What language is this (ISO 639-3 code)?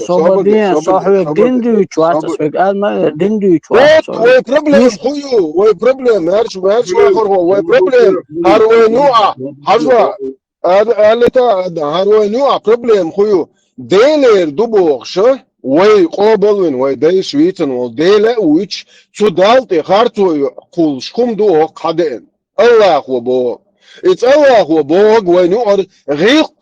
che